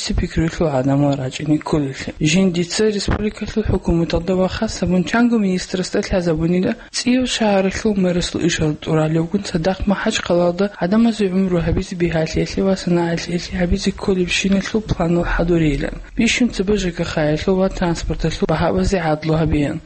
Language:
Avaric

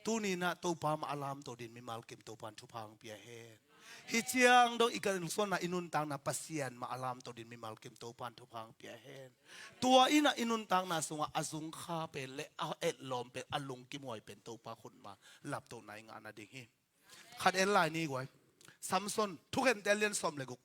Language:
Tedim Chin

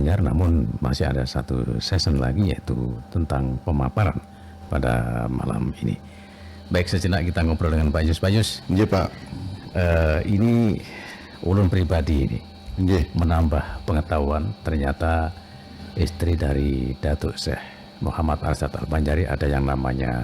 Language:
Banjar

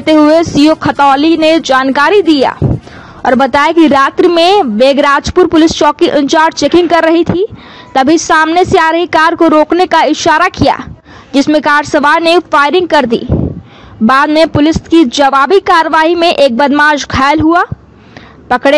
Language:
Hindi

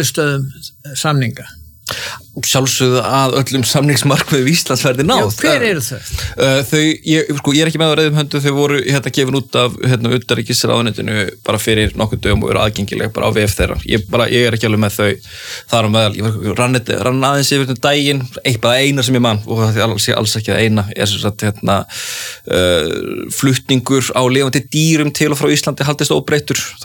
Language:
Icelandic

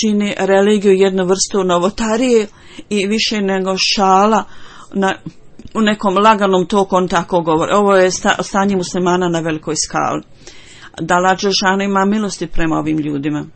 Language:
Bosnian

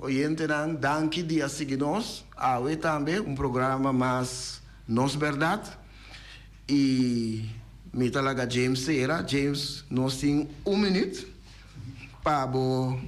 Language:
Papiamento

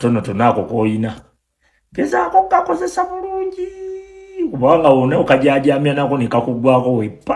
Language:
Ganda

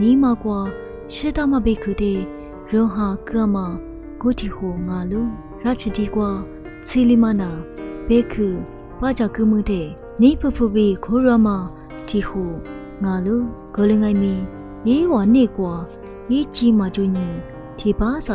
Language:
Lisu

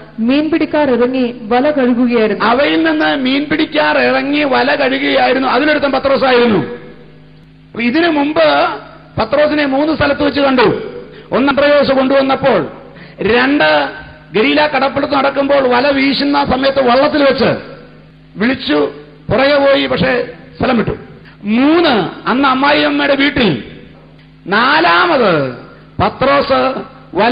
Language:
Malayalam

